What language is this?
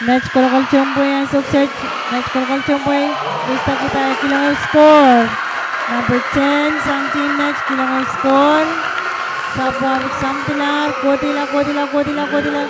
Pohnpeian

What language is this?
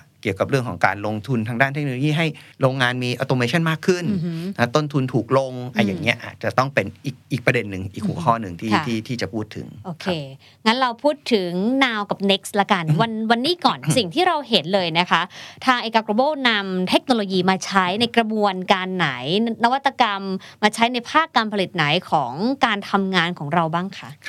Thai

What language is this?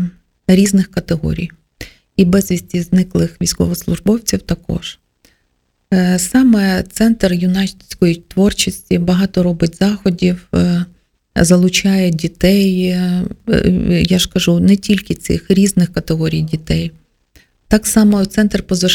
Ukrainian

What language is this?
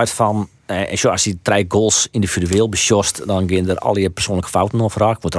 Western Frisian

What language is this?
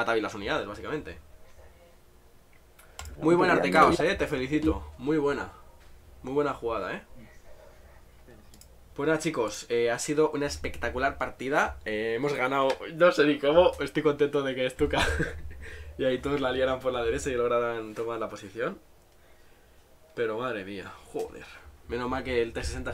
Spanish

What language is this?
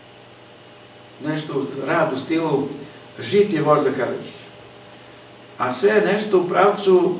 Serbian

